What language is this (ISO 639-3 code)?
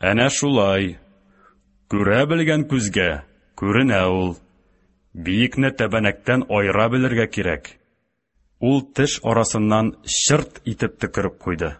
tat